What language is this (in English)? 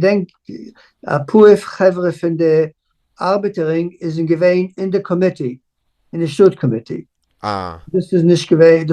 Yiddish